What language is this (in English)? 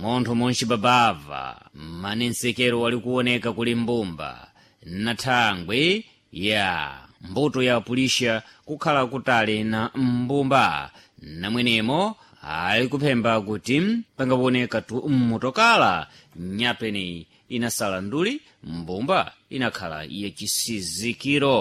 Sena